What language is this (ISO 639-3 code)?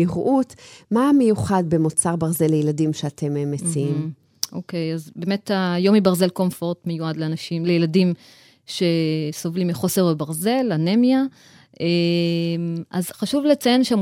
heb